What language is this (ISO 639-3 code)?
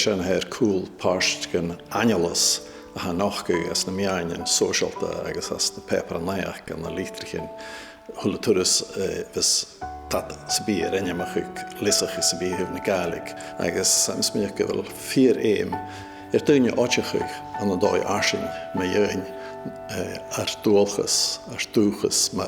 gla